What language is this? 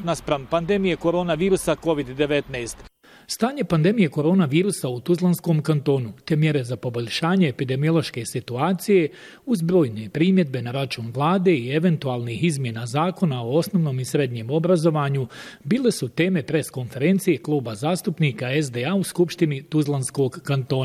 Bosnian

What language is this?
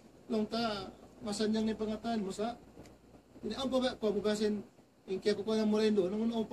Tausug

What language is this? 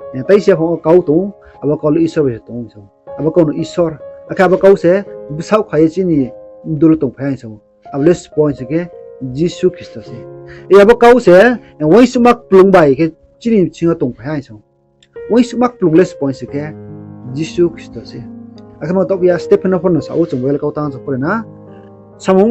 Riang (India)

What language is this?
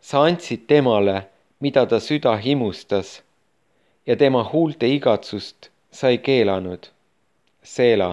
Estonian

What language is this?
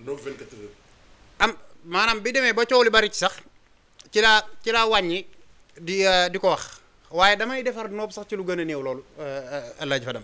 Wolof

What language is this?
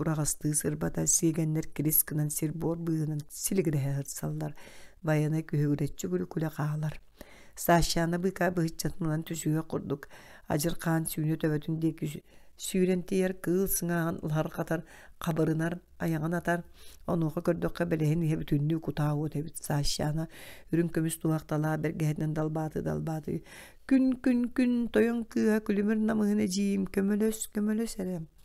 Yakut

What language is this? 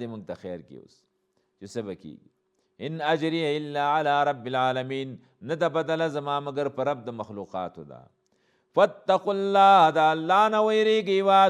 Pashto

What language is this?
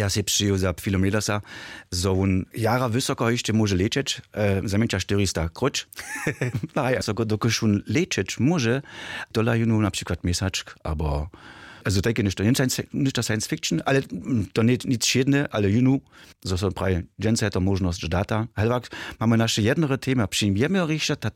Upper Sorbian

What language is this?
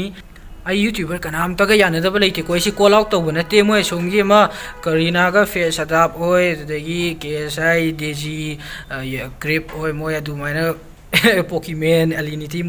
Manipuri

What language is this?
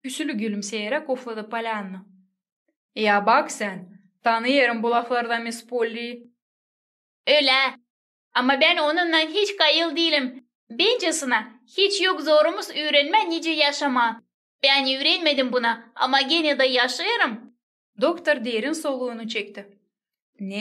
Gagauz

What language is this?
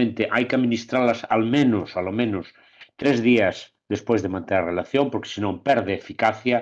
Galician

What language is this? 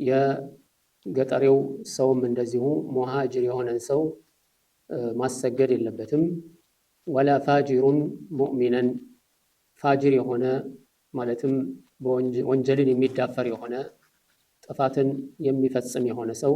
Amharic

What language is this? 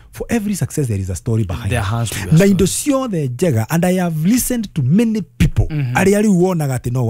Kikuyu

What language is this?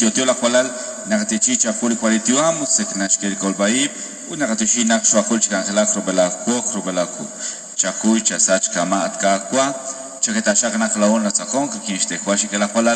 Kekchí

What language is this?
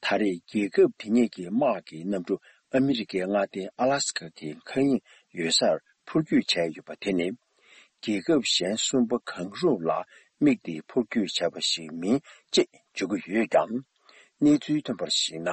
Tibetan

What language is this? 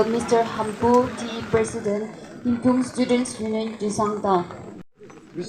Yimchungru Naga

